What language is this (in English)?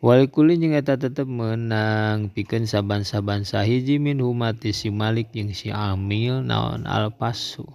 Sundanese